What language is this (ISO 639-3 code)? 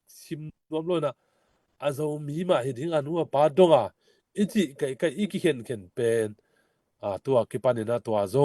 ctd